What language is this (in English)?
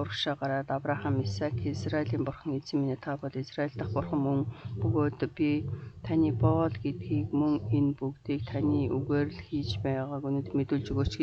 Mongolian